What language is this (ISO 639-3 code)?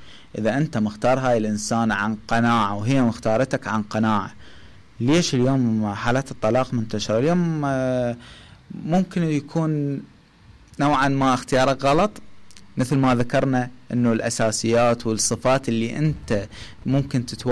acm